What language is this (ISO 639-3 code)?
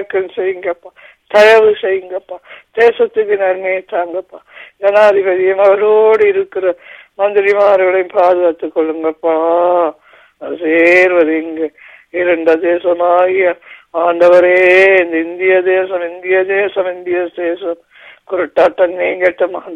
tam